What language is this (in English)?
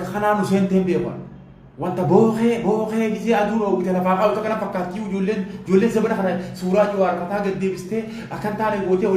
Oromo